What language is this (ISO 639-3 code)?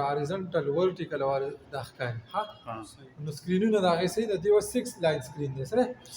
pus